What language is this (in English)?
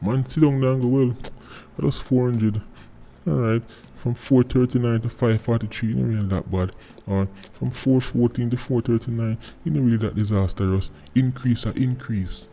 Jamaican Creole English